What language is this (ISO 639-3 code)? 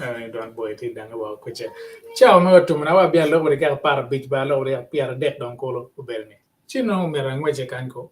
ach